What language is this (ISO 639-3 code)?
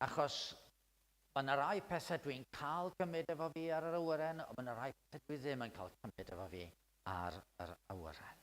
cym